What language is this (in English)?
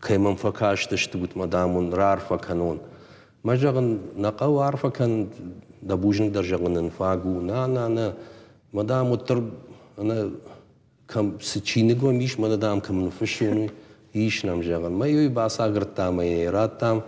Ossetic